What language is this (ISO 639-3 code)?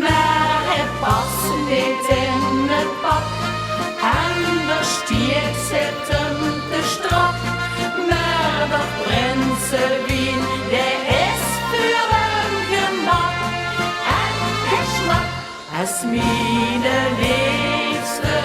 lim